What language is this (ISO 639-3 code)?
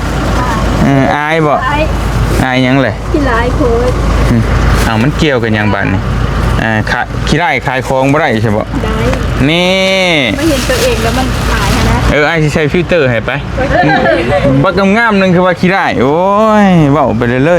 lao